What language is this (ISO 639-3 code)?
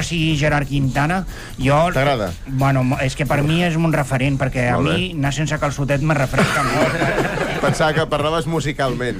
cat